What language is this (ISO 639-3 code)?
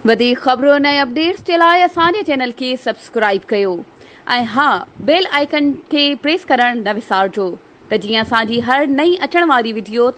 snd